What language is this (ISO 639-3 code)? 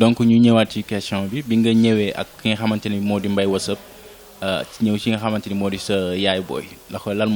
wol